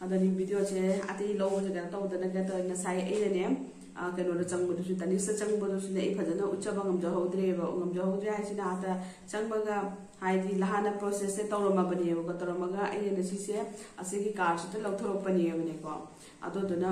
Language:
Manipuri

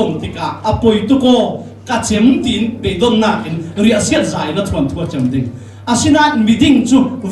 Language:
Falam Chin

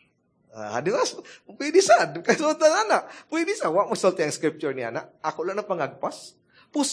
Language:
Cebuano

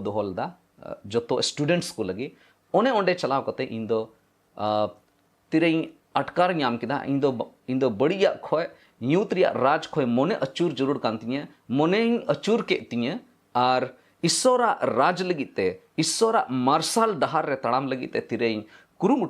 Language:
Santali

